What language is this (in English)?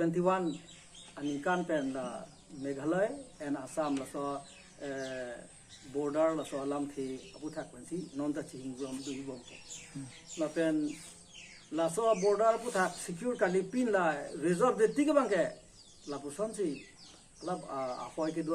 Karbi